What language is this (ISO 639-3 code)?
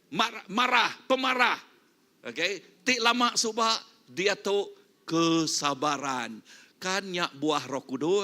iba